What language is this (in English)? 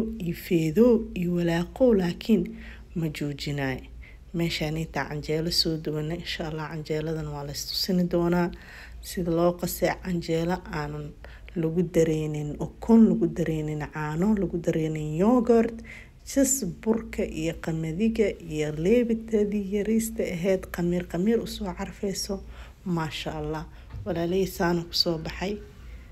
Somali